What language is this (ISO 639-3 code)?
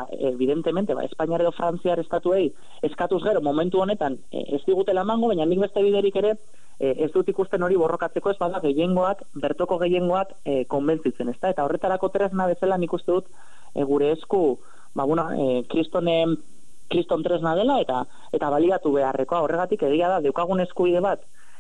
eus